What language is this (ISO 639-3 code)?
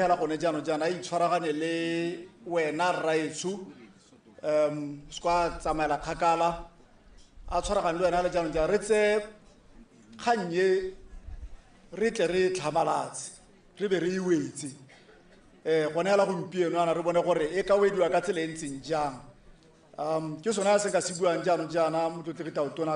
tsn